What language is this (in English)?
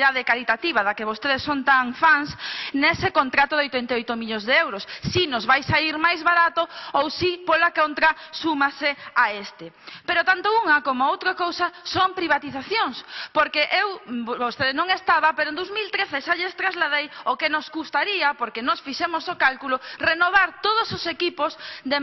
Galician